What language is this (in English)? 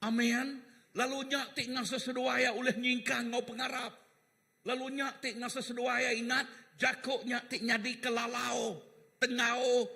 Iban